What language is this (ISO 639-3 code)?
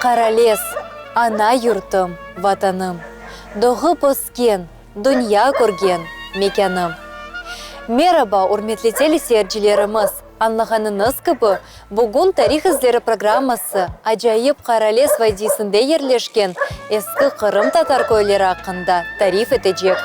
crh